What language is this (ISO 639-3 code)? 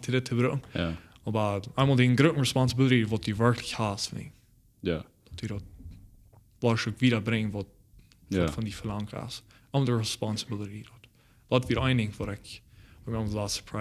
pdt